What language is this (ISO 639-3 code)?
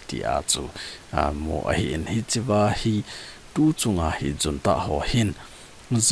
tcz